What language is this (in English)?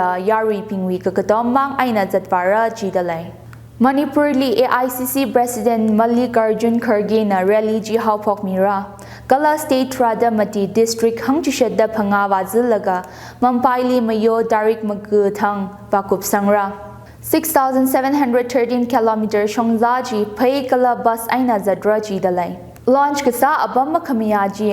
Tangkhul Naga (India)